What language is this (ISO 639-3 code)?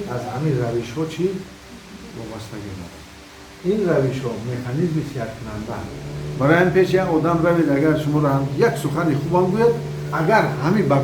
tgk